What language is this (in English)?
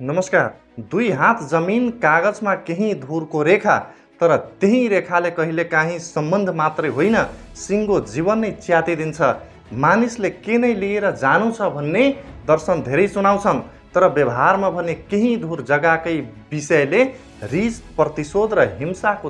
Nepali